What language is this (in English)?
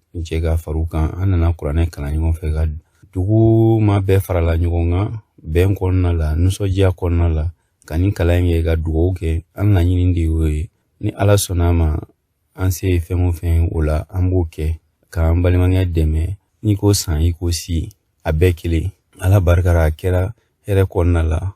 Bambara